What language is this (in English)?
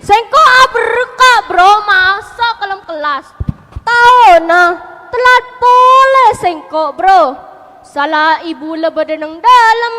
Madurese